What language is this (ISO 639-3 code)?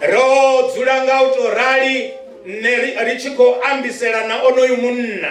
ven